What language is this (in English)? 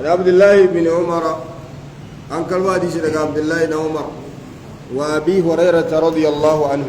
Hausa